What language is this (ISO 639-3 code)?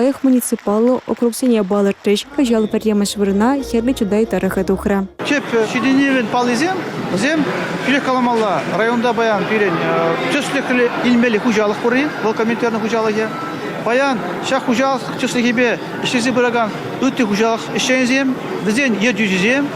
chv